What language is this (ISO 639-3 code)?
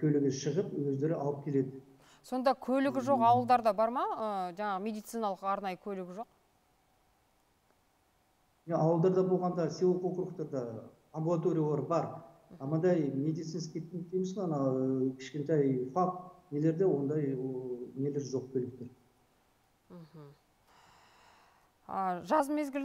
kaz